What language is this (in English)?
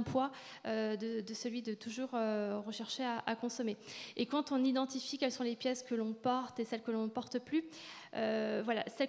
French